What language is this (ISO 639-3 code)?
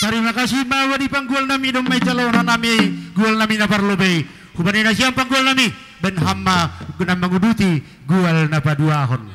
bts